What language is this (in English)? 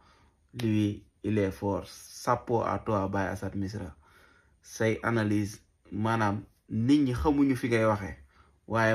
Wolof